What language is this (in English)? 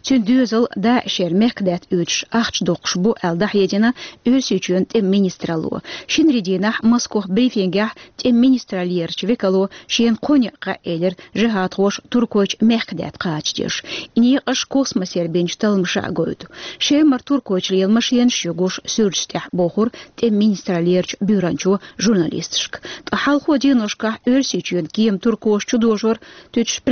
Chechen